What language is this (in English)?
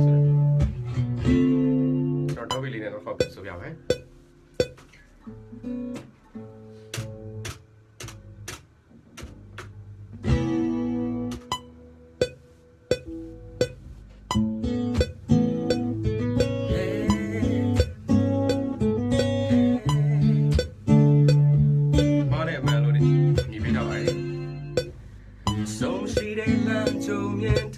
Burmese